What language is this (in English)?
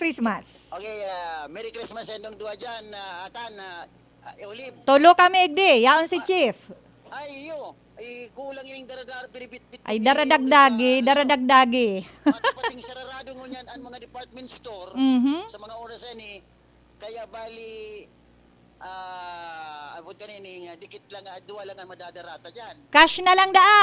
Bikol